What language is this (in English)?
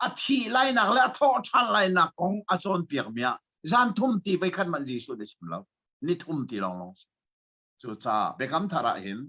Hakha Chin